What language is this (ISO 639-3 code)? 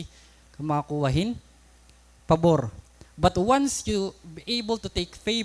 war